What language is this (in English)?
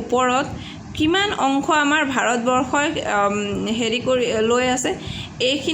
Assamese